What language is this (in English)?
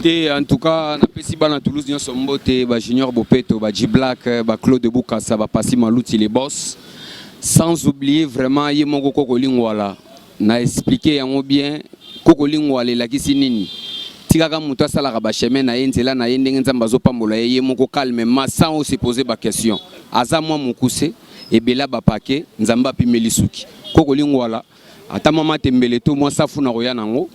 Lingala